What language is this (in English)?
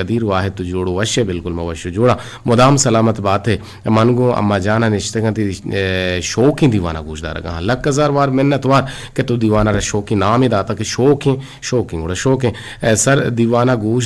Eastern Balochi